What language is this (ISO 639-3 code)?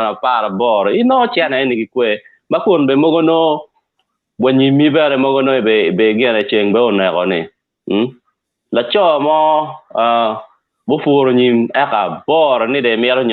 ach